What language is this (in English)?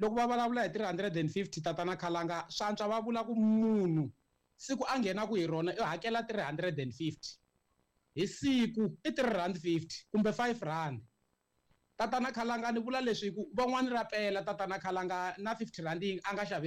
Tsonga